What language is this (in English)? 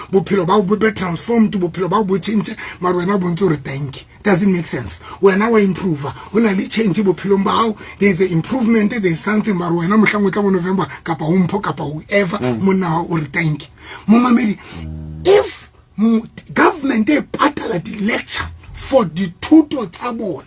Southern Sotho